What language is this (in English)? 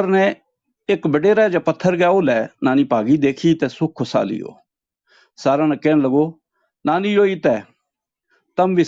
Gujari